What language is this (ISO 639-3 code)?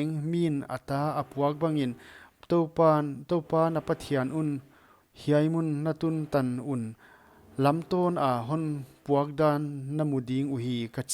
pck